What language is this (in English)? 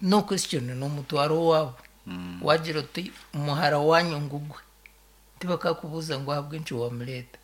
Nyankole